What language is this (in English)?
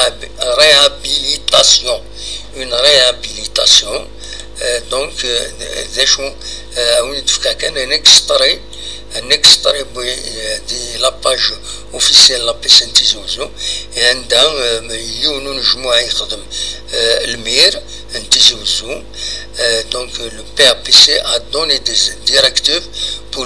Kabyle